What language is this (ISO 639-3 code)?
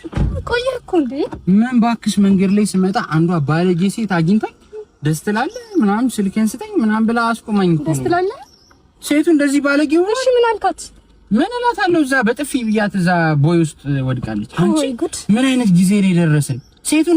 amh